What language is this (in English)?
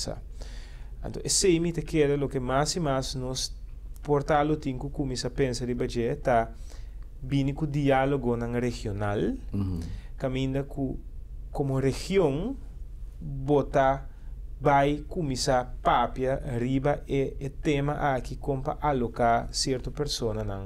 Papiamento